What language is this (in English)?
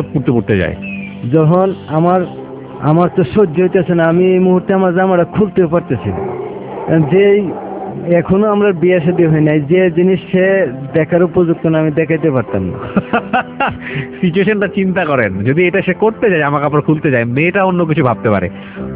Bangla